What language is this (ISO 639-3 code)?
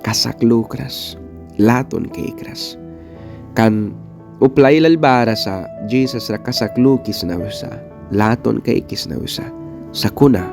miq